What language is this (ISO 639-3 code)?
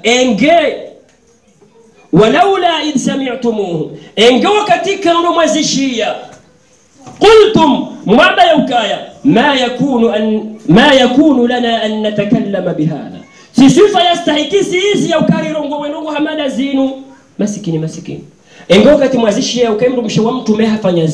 swa